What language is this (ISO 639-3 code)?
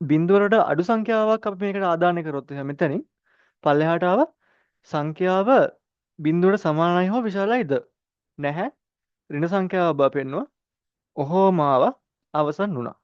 sin